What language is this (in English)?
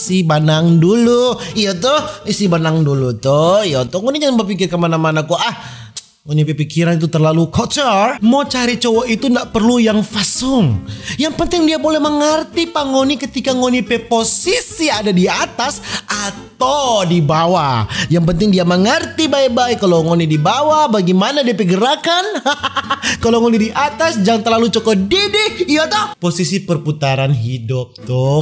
Manado Malay